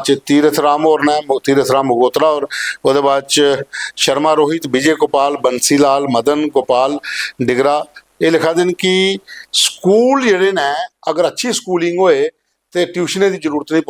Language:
Dogri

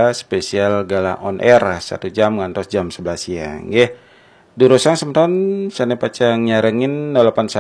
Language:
Balinese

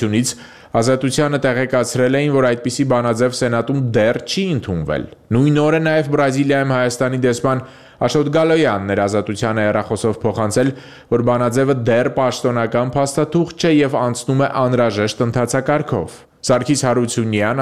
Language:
Armenian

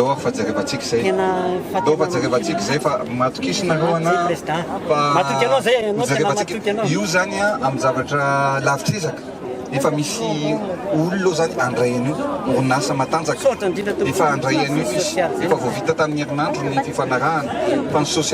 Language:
Malagasy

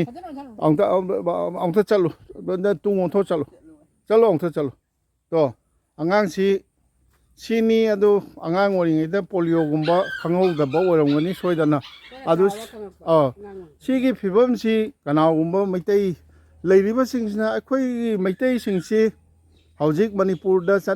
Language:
Manipuri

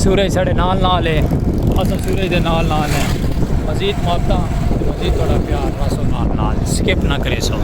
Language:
Saraiki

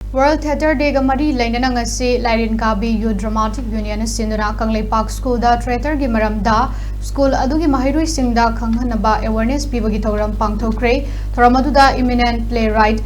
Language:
Manipuri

